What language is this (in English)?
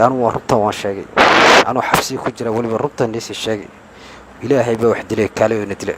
Somali